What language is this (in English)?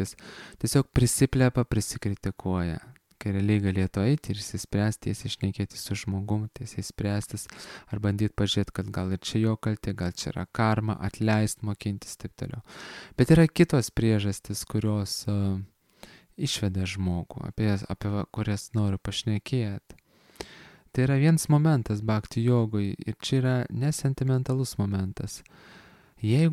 Lithuanian